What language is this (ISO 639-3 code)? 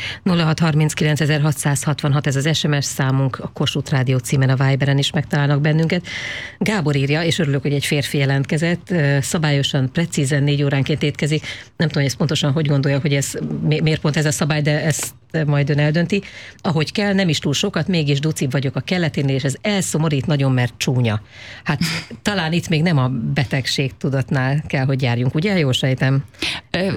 hun